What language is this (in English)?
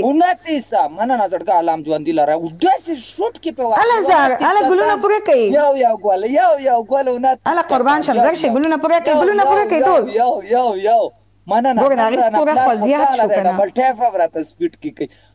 Pashto